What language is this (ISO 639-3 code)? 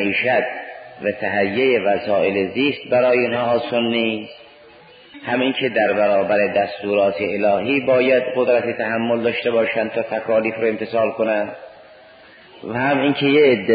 fas